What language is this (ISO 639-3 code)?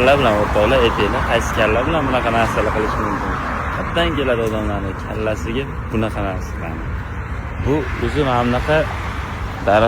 uzb